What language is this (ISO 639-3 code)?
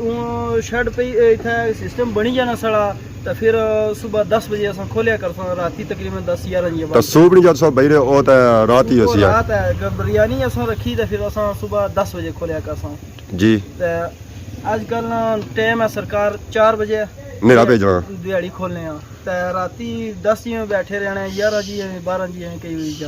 phr